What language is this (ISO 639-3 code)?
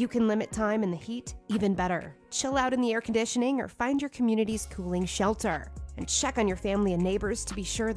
eng